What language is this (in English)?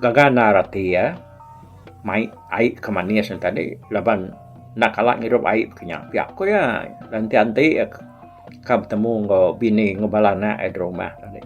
Iban